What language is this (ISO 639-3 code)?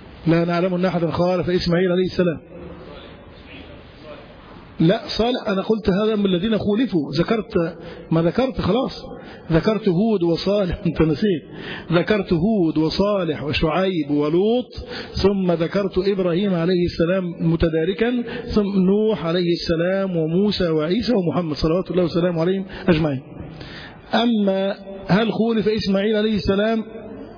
ara